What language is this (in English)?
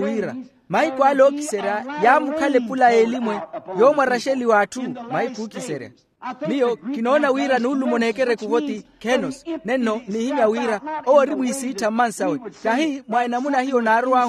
Makhuwa